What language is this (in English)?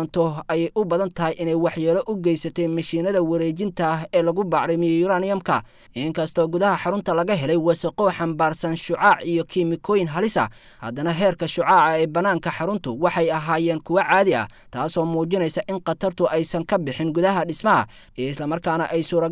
Somali